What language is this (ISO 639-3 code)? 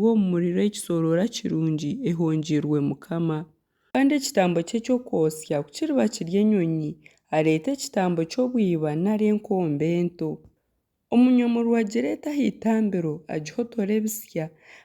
nyn